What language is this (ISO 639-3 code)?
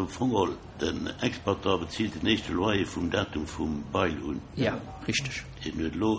ltz